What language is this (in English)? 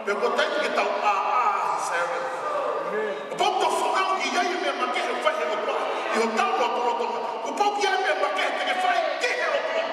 Tongan